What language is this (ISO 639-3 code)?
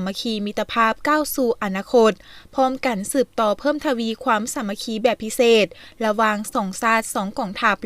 lao